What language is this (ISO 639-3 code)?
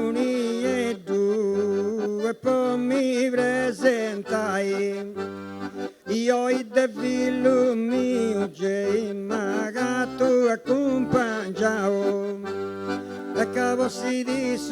srd